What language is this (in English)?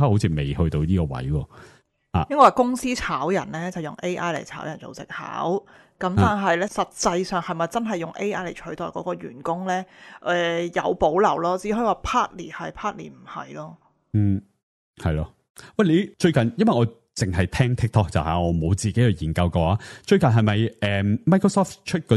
Cantonese